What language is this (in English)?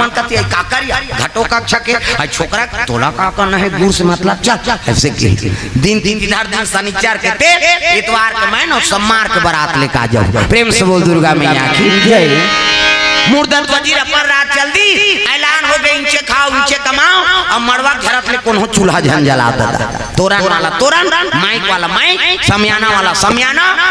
Chhattisgarhi